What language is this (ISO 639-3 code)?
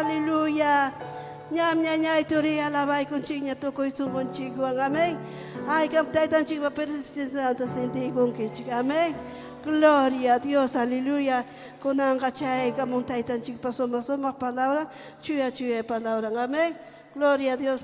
quy